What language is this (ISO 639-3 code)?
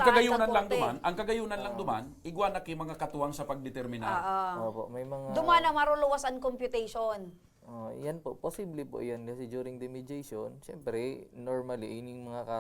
bik